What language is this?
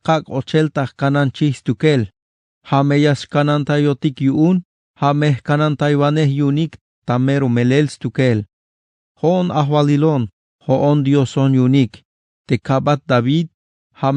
Tzeltal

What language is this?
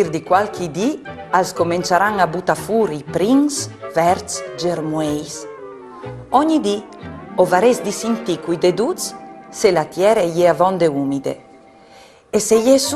Friulian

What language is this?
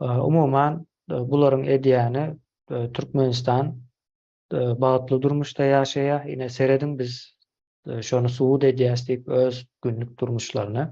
Turkmen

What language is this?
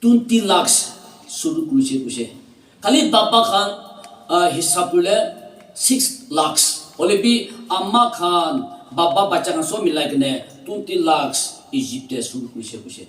Naga Pidgin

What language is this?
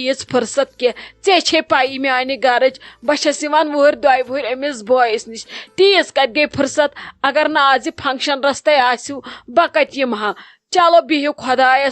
Kashmiri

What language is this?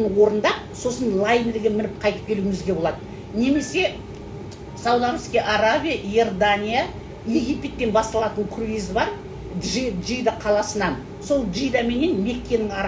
Kazakh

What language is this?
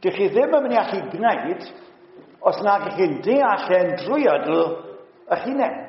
Welsh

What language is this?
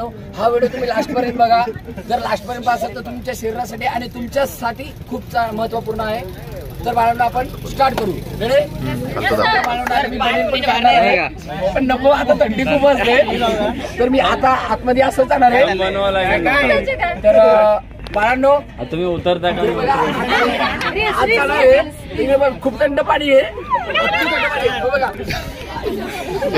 Marathi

